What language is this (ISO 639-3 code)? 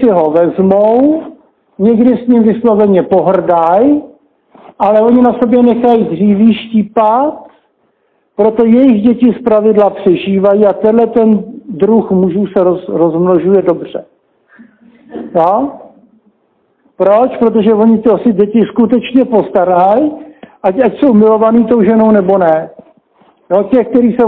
ces